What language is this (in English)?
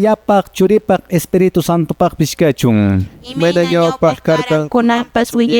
Quechua